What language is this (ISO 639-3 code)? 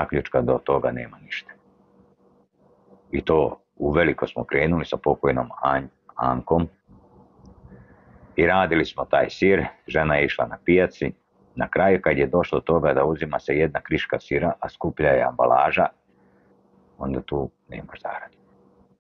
srp